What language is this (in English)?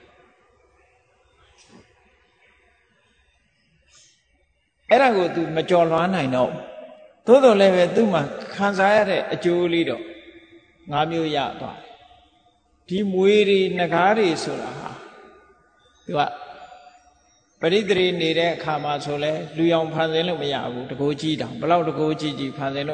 Burmese